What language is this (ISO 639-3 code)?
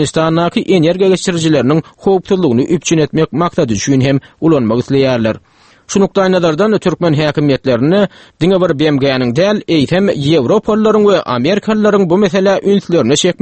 tuk